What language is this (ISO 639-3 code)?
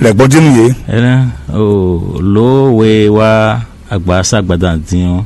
fon